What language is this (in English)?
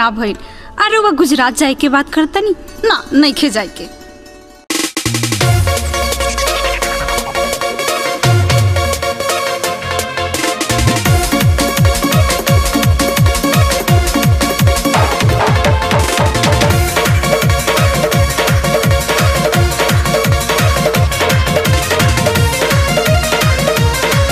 Bhojpuri